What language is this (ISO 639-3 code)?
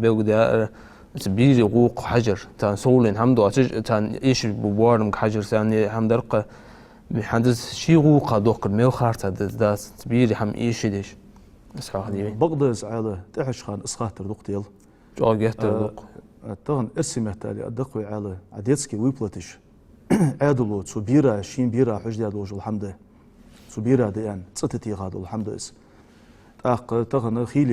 inh